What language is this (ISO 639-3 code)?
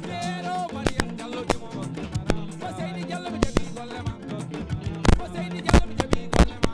ful